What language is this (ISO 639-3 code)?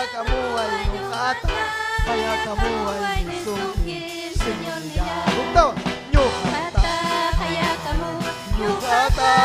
quy